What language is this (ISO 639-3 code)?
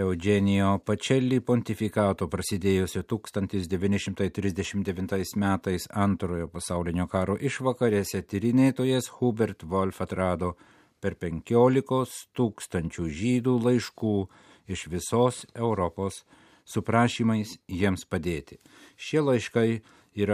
lit